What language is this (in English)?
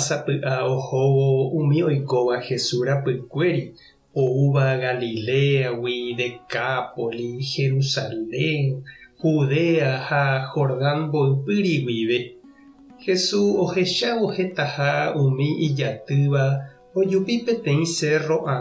Guarani